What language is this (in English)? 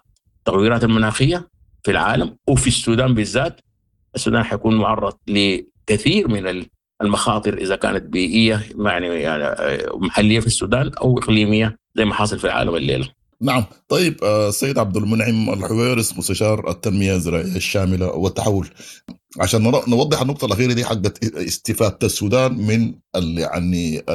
Sudanese Arabic